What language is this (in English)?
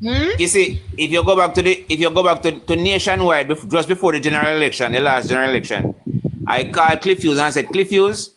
Jamaican Creole English